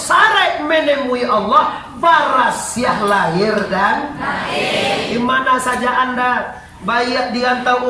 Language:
Minangkabau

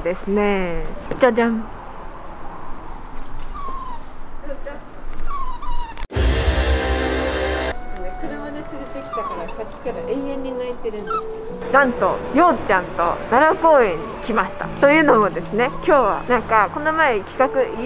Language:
Japanese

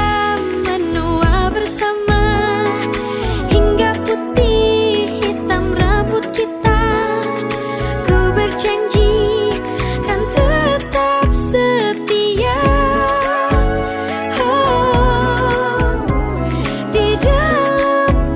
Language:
Indonesian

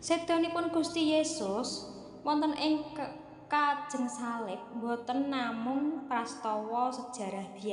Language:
Javanese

